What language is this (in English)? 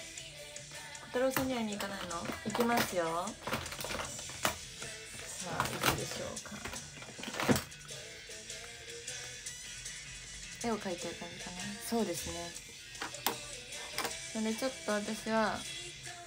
Japanese